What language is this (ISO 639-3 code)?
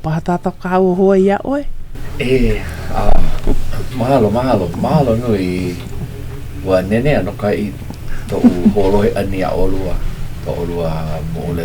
haw